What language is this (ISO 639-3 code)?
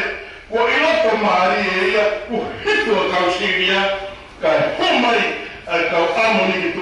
ton